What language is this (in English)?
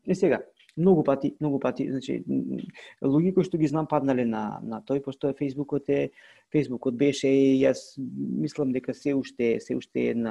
Macedonian